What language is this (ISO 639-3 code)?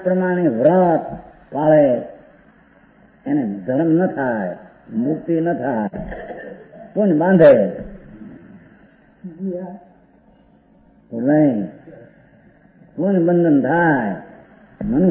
guj